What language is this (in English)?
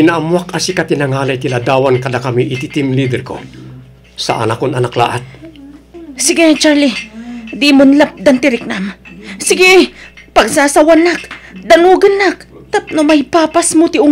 Iloko